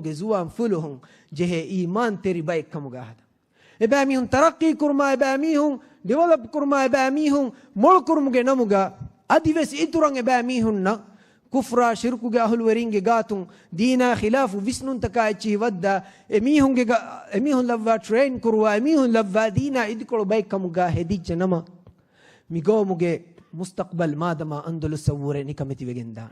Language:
Divehi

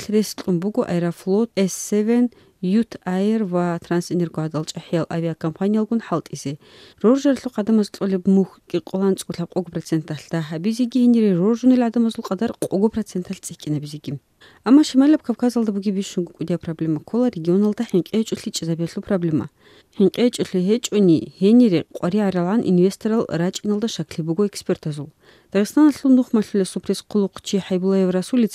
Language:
Avaric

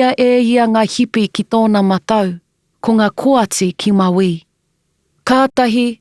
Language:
Māori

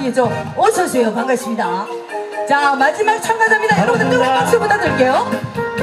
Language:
Korean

